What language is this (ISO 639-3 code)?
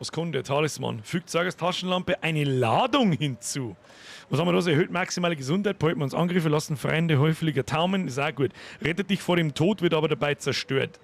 bar